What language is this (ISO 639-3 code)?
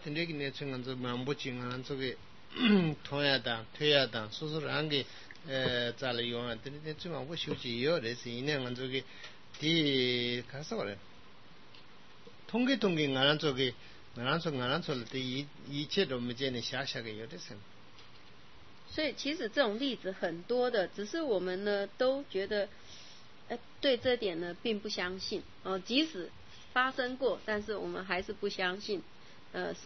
zho